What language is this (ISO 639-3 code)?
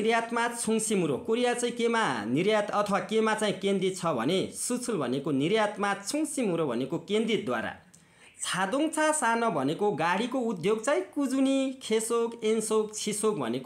nep